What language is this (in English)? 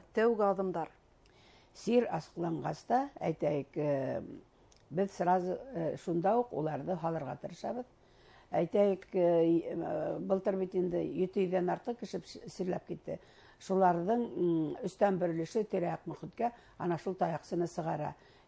Bashkir